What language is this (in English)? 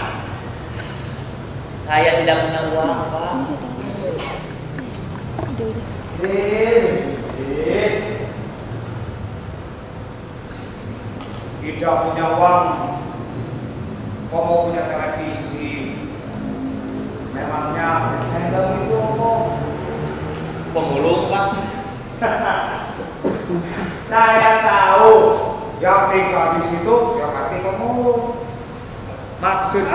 Indonesian